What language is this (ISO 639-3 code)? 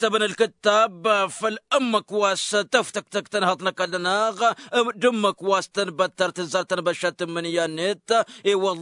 taq